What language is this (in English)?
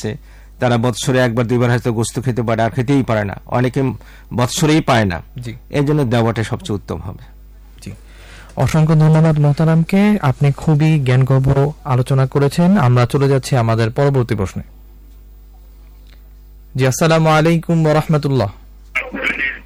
Bangla